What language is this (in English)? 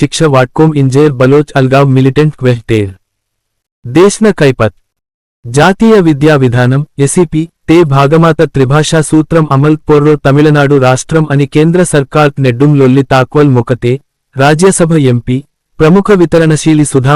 Gondi